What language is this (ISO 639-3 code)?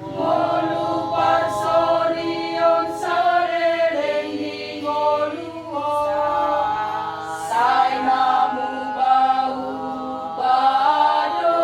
bbc